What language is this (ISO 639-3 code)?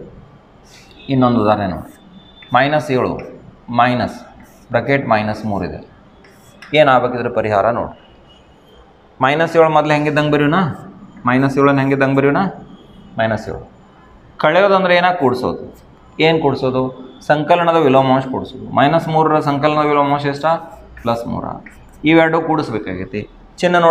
kan